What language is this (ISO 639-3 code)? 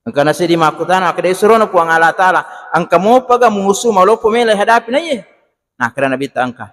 bug